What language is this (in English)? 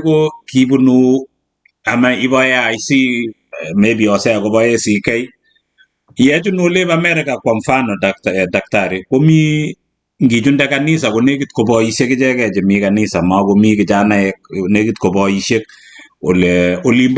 Kalenjin